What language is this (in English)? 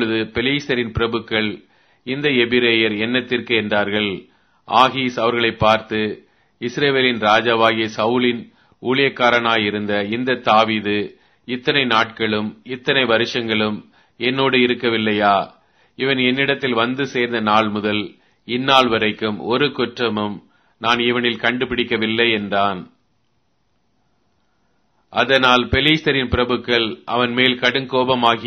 Tamil